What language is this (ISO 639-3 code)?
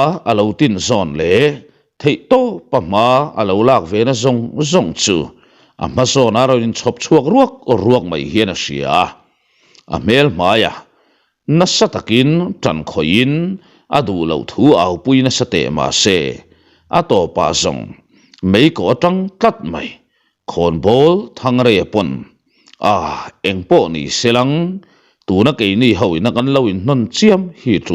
lus